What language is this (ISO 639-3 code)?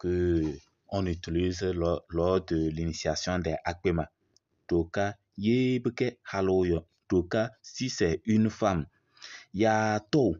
kbp